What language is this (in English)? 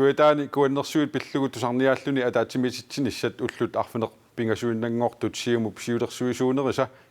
Kalaallisut